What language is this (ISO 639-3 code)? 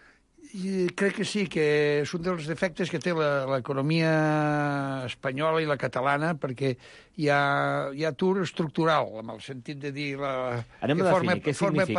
cat